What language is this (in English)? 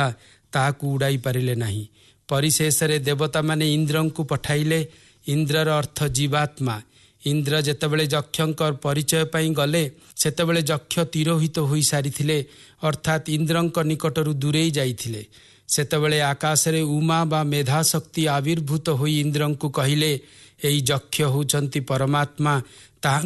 Odia